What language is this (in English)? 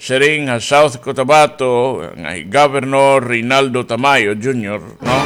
Waray